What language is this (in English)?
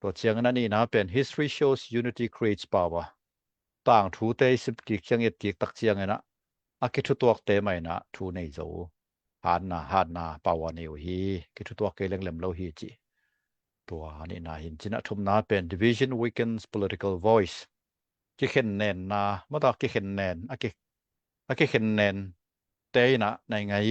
Tedim Chin